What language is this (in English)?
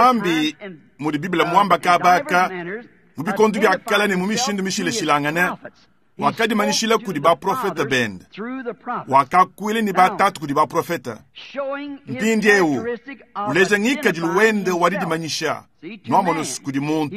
Luba-Lulua